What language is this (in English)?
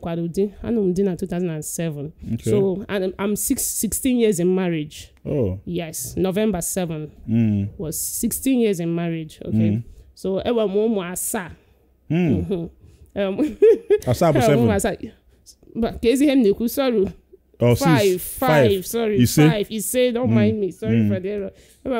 Igbo